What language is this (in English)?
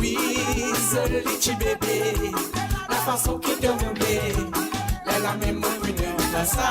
Morisyen